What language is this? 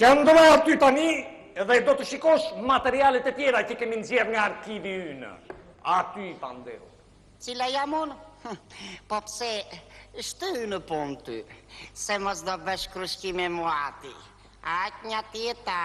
Albanian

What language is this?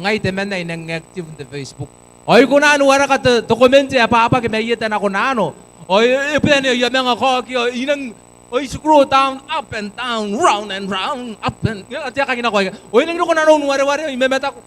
Gilbertese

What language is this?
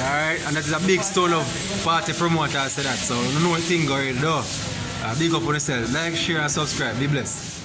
Jamaican Creole English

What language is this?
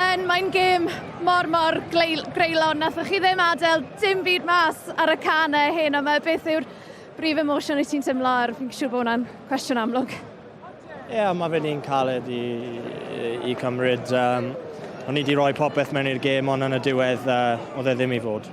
Welsh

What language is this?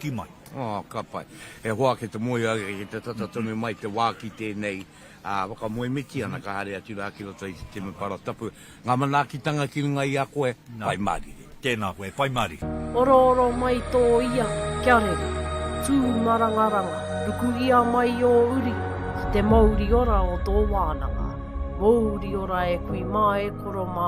Māori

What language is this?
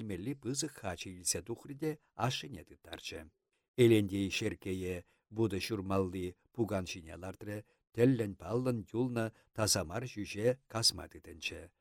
Chuvash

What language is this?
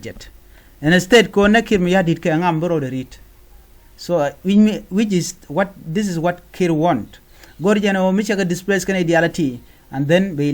Nuer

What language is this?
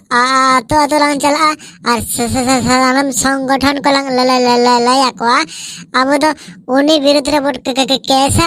Santali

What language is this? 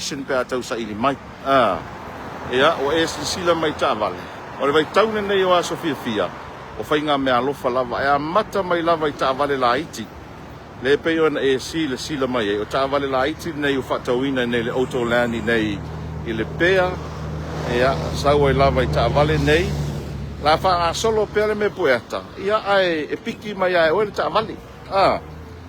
Samoan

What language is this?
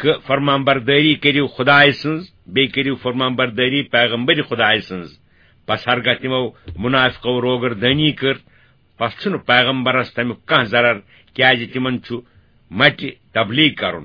Kashmiri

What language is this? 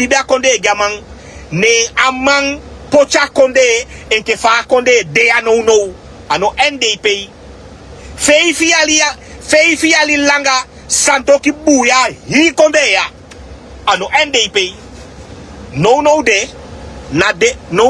Sranan Tongo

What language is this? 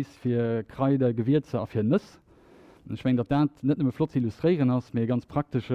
Luxembourgish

